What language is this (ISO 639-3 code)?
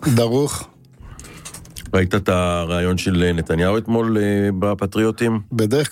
heb